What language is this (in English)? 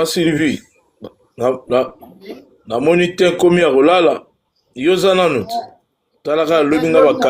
Lingala